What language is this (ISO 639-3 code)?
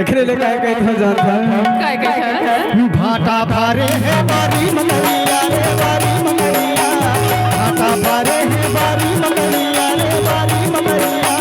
hne